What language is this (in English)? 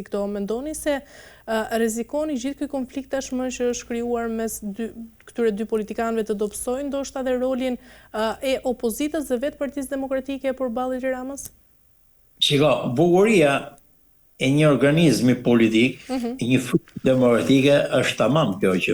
Albanian